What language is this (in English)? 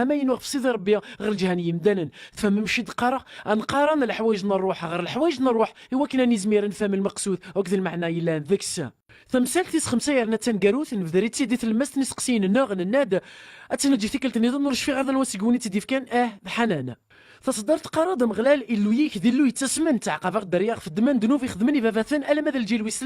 Kabyle